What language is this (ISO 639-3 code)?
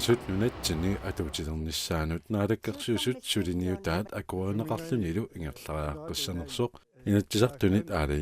kal